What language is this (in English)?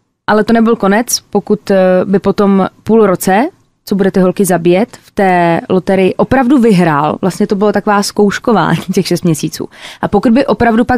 Czech